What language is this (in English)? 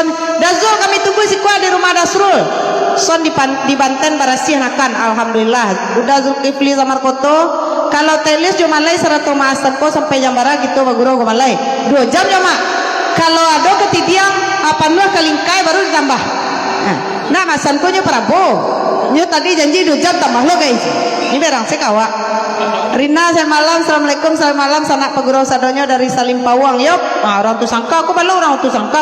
Minangkabau